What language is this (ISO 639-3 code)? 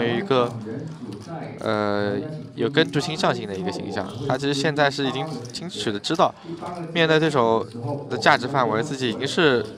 zho